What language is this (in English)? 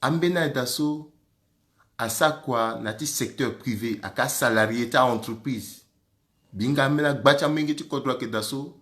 Sango